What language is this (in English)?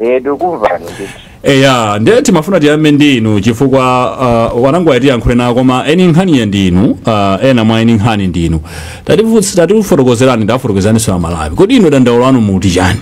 Nyanja